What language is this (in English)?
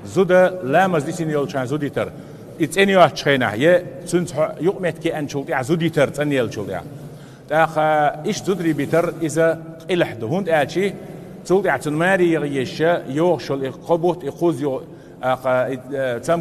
Chechen